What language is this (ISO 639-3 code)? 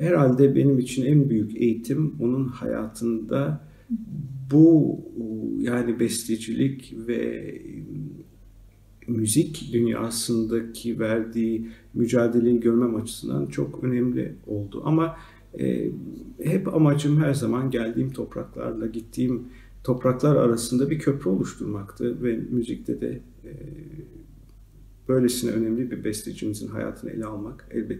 tur